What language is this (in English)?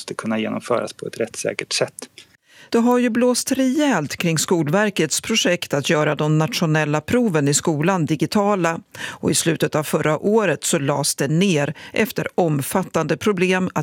Swedish